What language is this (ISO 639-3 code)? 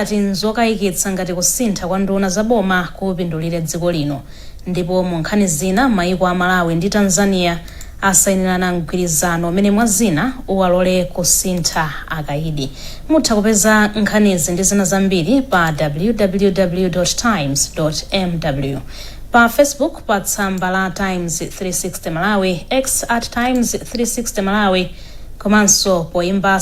nya